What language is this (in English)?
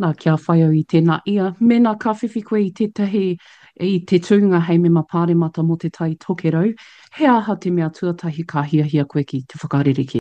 Māori